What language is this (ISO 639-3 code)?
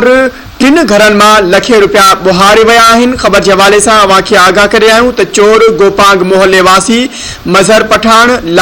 snd